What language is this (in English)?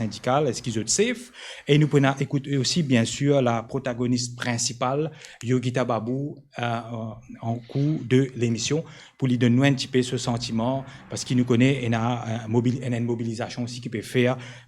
Morisyen